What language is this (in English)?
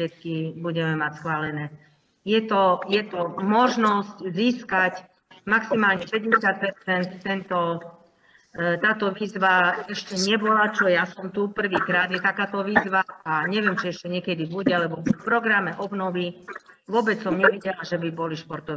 Slovak